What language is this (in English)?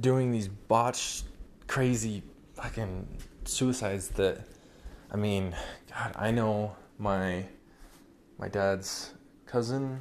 English